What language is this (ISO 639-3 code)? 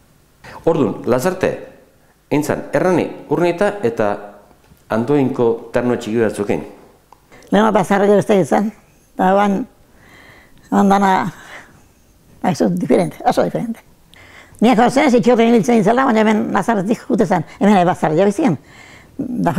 eus